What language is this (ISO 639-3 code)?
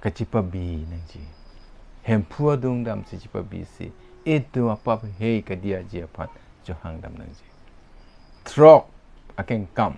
mjw